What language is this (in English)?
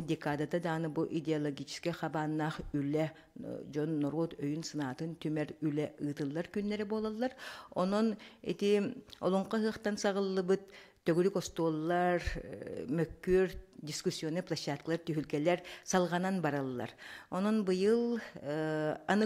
Yakut